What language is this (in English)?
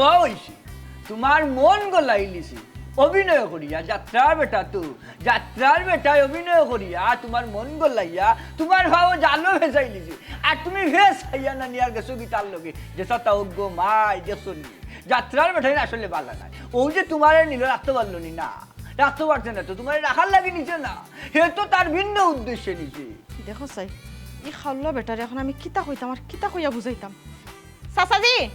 Sylheti